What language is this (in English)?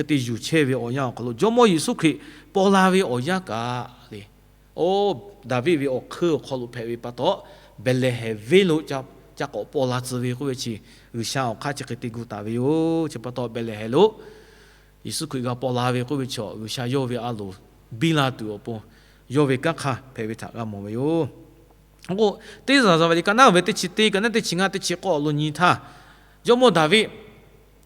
Lahu